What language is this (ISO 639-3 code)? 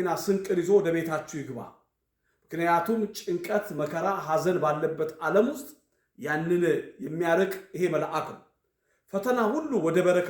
amh